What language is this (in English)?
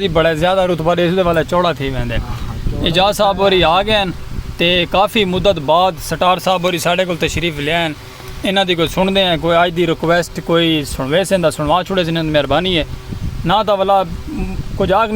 Saraiki